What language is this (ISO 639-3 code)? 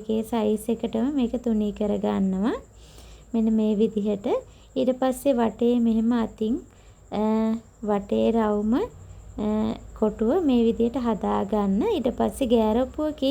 sin